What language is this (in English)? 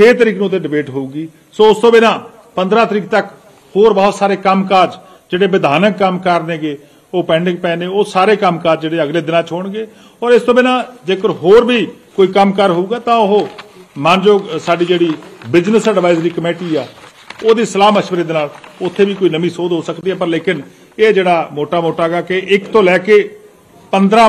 Punjabi